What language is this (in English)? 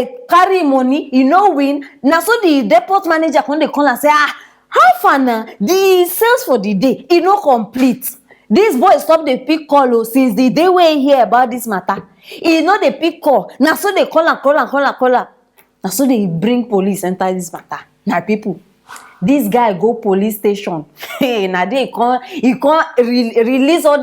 Nigerian Pidgin